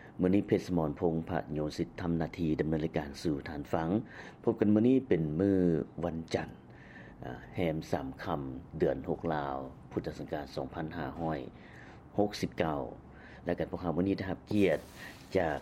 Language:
Lao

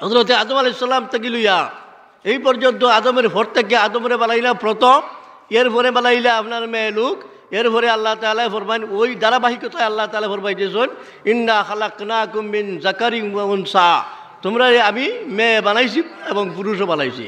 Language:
Sylheti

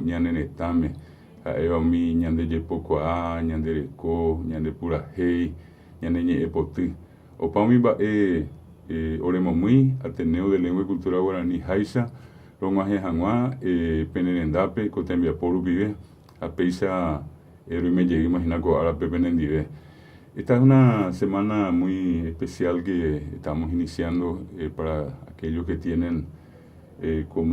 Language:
Guarani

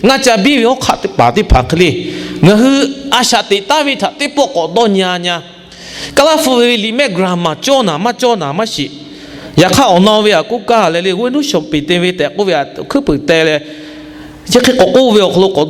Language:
Lahu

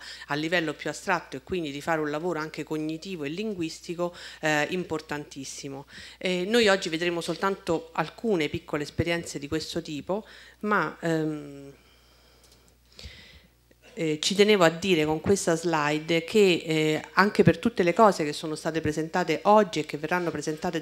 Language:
Italian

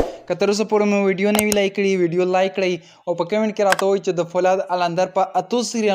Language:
Pashto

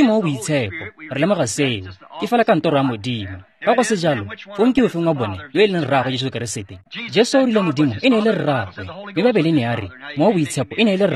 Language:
Tswana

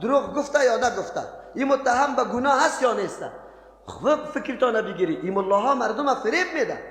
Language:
Persian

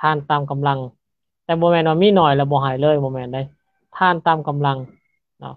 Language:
Lao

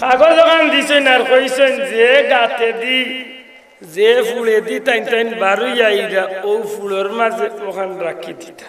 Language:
Sylheti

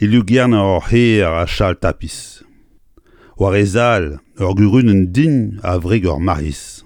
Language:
Breton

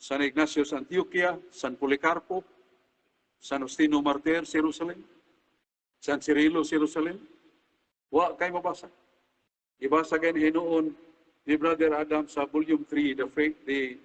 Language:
Cebuano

